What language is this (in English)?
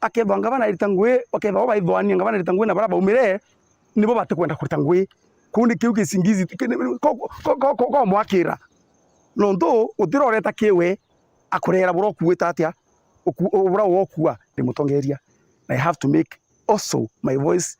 Meru